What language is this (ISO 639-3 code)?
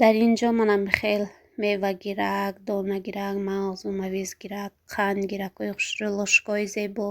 tgk